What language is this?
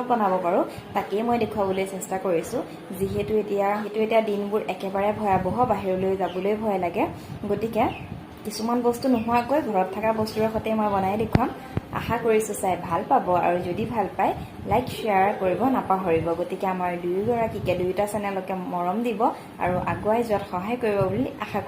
Assamese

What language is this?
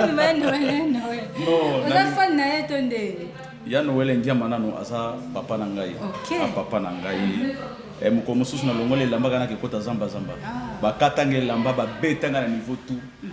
Lingala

